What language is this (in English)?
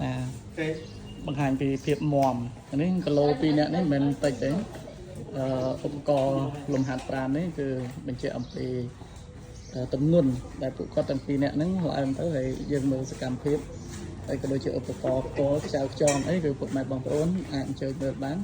Khmer